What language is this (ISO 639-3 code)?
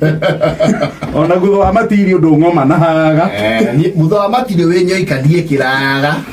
kik